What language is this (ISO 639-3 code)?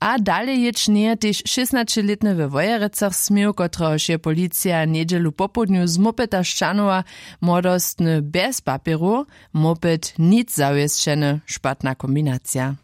hsb